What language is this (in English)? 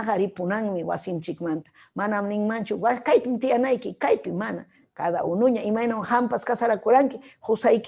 Ayacucho Quechua